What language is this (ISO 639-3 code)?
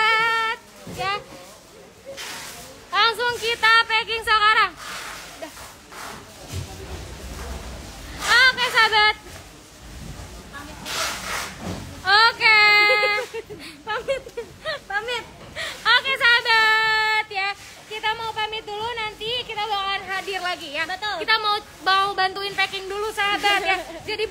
ind